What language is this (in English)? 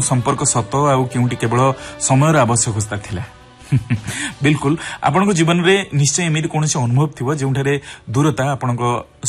Odia